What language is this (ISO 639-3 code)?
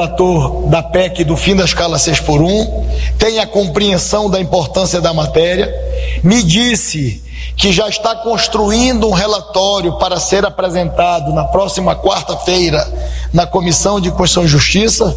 por